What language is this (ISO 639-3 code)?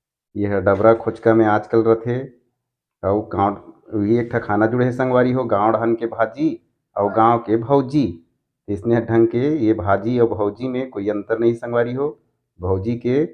hne